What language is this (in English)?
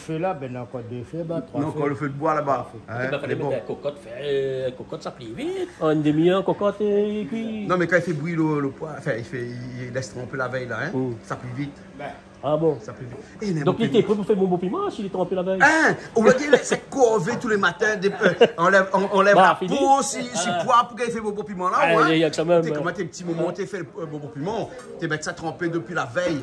Réunion Creole French